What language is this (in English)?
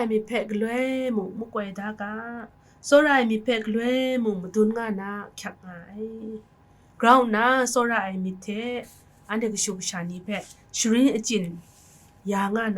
Kachin